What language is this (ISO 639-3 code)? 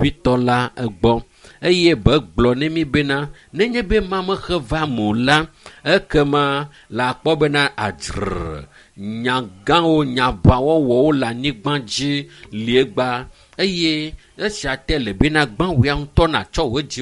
ewe